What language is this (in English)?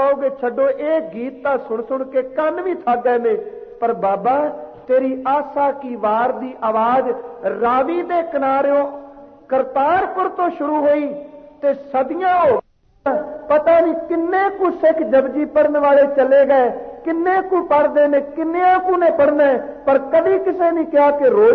Punjabi